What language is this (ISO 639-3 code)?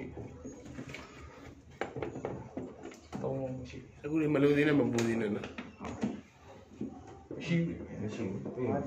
mya